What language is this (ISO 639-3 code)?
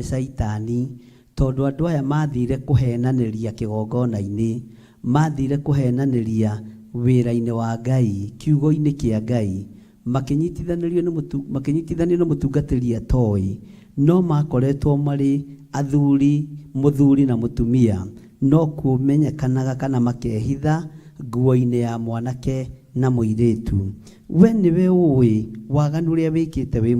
kik